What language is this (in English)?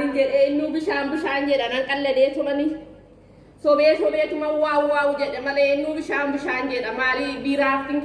Oromo